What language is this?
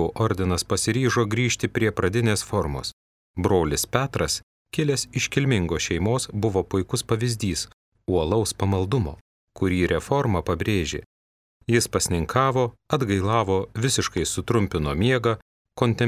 Lithuanian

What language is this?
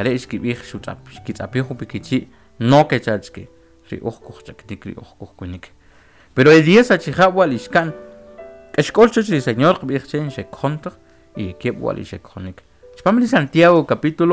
Kʼicheʼ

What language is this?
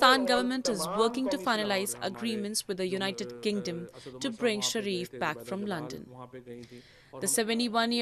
English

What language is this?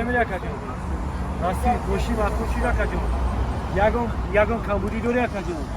Tajik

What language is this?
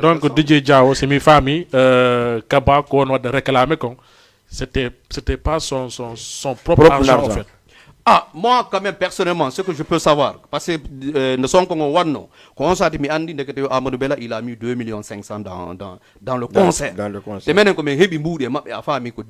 Fula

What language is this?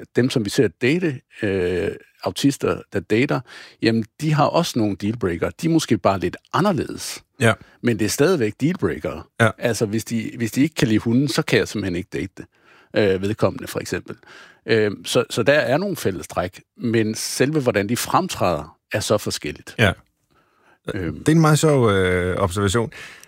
Danish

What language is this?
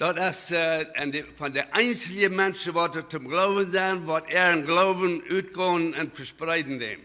Plautdietsch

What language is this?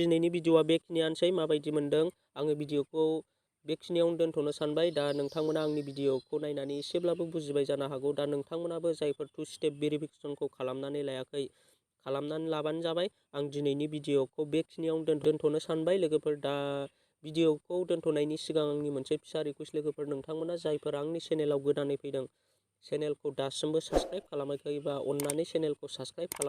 Bodo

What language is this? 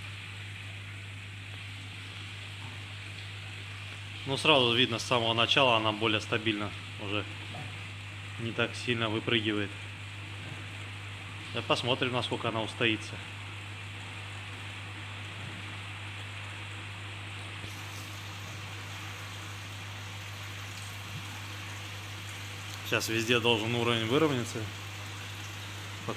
Russian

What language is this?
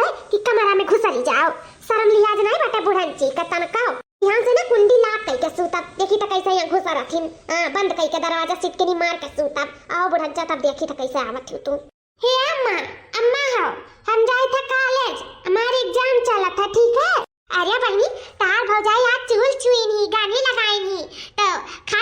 Awadhi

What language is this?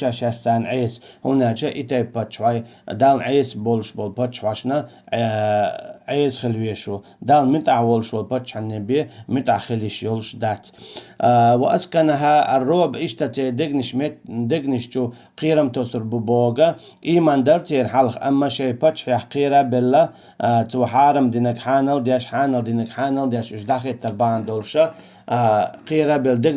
Chechen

